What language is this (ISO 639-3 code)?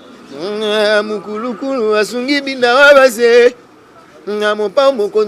lin